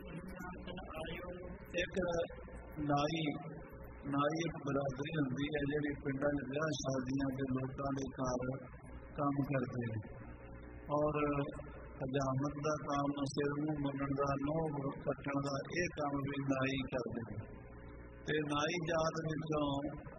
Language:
Punjabi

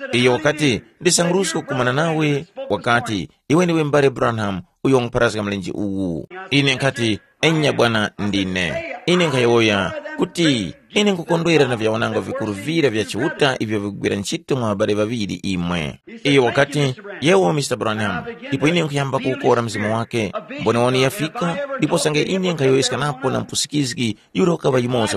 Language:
Tumbuka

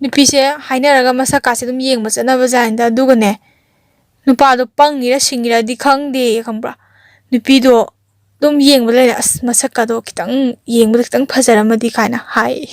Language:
Manipuri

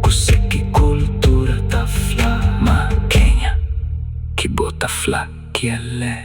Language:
Kabuverdianu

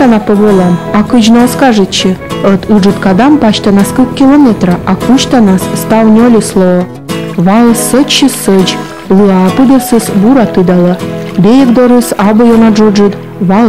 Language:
Komi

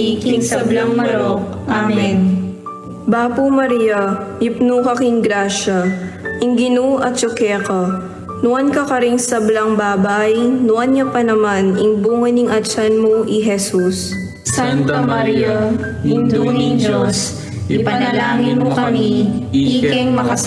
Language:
Pampanga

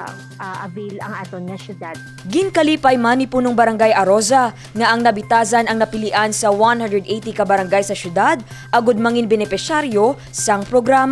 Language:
Hiligaynon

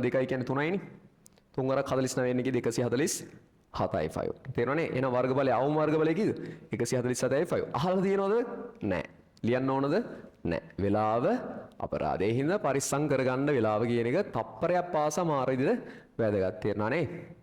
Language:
Sinhala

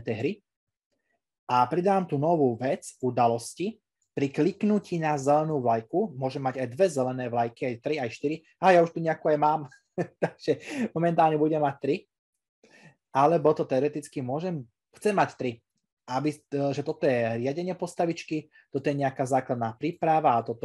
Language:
Slovak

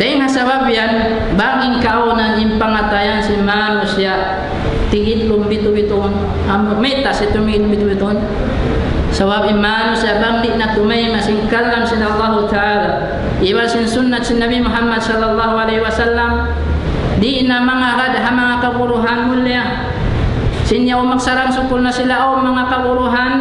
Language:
Tausug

